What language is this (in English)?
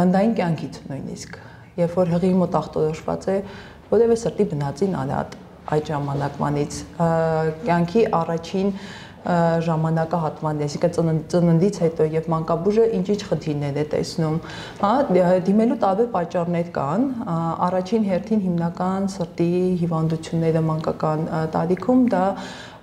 Armenian